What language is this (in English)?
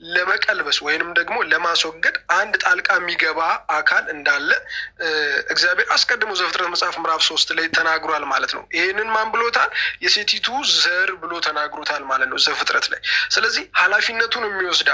Amharic